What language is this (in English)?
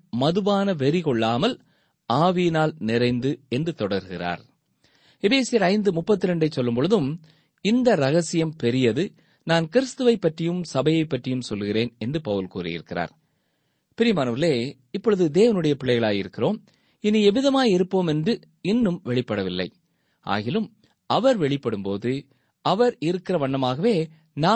Tamil